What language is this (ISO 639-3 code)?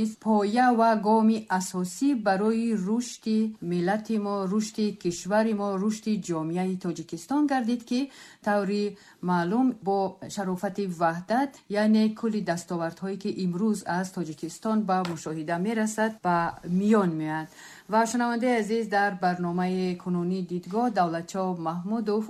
tgk